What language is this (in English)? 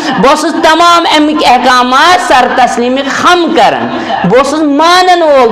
Kashmiri